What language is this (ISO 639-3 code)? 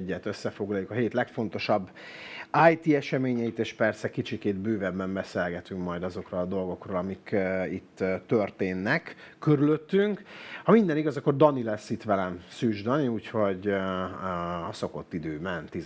hun